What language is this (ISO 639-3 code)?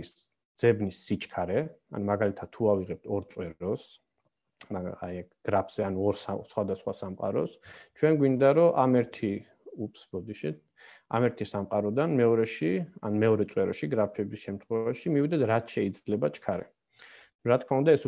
kat